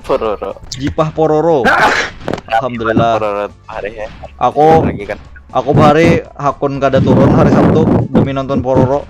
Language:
Banjar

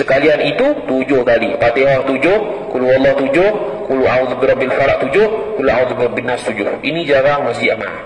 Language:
Malay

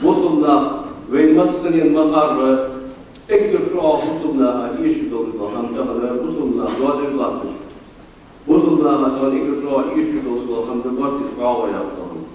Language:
Ingush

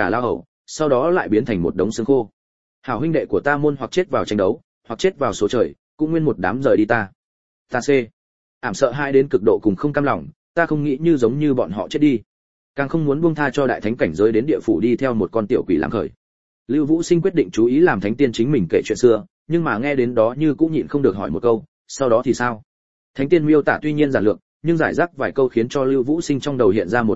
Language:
Vietnamese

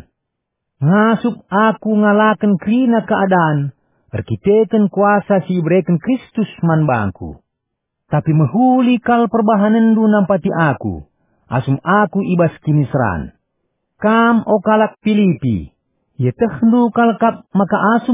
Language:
Batak Karo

